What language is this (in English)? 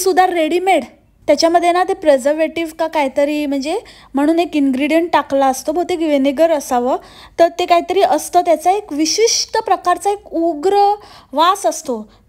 Marathi